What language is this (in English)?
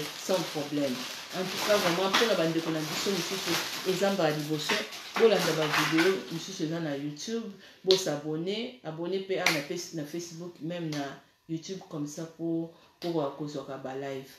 Lingala